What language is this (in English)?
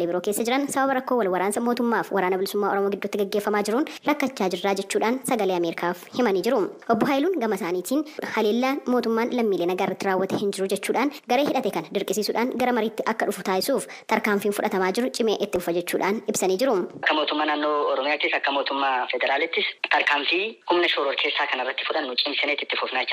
Oromo